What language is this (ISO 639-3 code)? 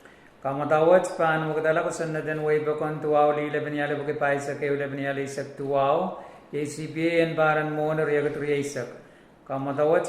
pon